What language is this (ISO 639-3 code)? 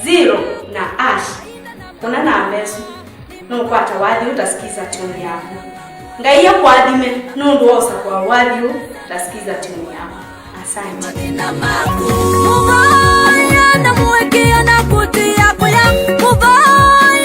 kam